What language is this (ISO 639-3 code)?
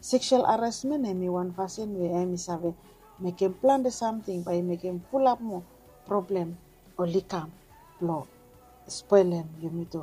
bis